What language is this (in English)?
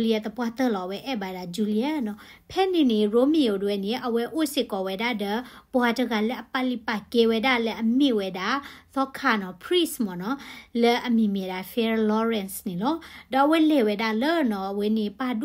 S'gaw Karen